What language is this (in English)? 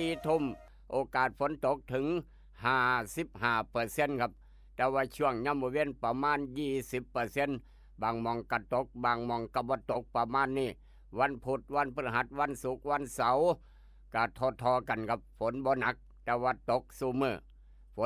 Northeastern Thai